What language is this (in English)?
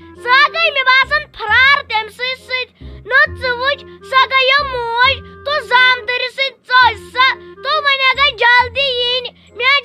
Kashmiri